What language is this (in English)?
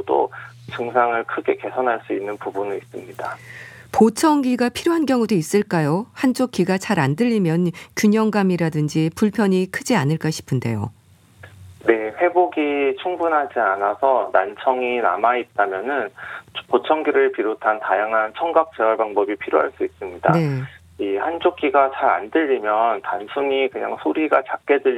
Korean